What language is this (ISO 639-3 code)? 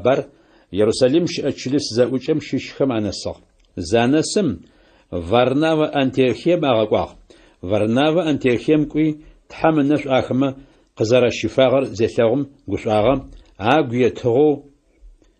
ady